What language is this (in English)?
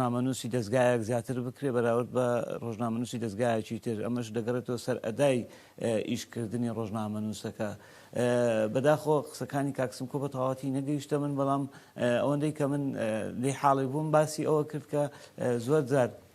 Central Kurdish